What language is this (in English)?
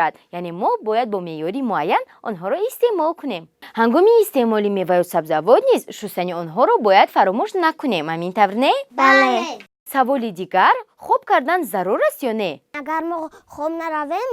Tajik